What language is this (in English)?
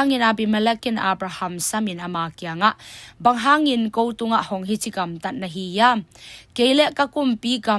Tedim Chin